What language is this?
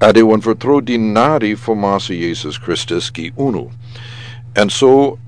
Sranan Tongo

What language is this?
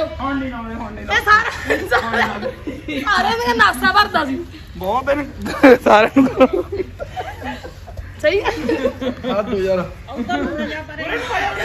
Punjabi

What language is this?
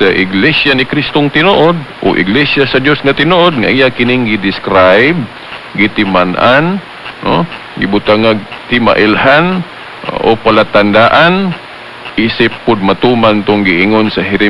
Cebuano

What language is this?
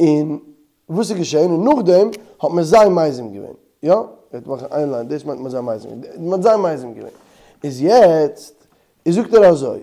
Yiddish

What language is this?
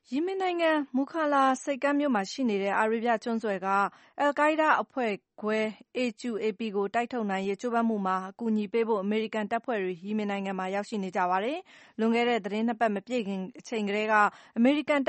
Burmese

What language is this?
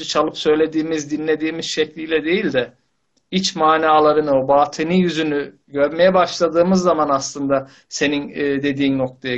Turkish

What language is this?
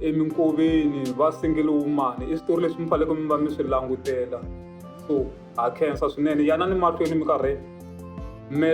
Tsonga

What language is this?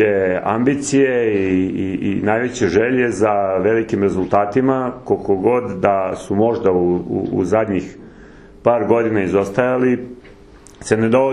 Serbian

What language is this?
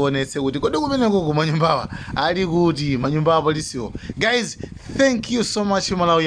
Nyanja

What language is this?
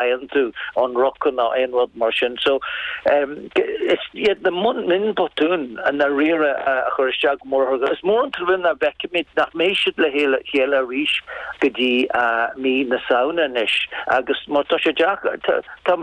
Irish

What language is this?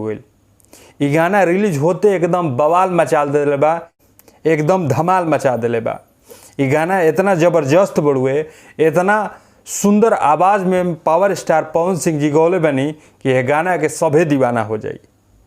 Bhojpuri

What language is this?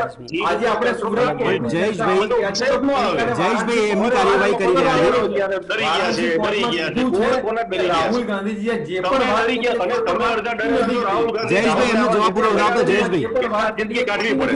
Gujarati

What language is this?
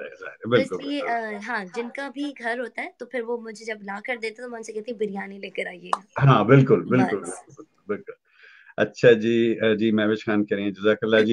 Urdu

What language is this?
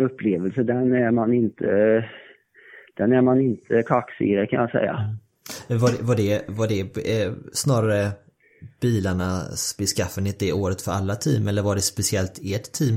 Swedish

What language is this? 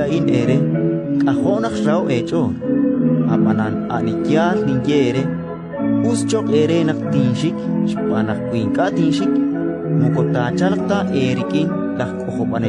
Kekchí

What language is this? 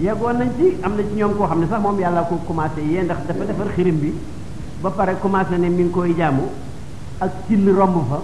Wolof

